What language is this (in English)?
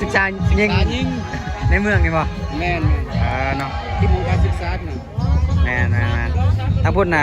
Lao